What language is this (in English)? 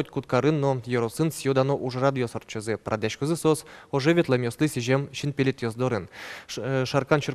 Udmurt